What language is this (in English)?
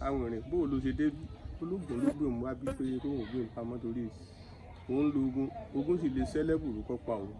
Yoruba